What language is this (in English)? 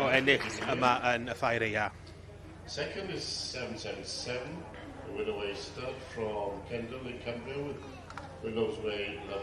Welsh